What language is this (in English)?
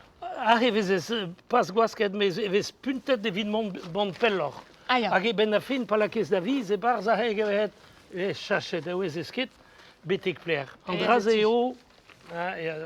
Breton